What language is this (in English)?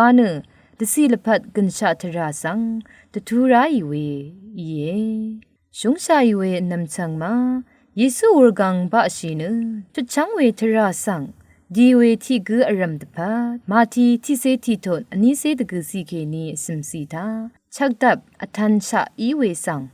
Rawang